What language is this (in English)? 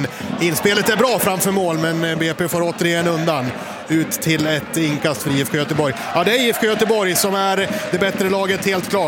Swedish